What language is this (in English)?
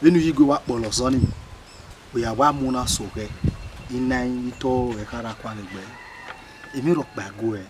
Bini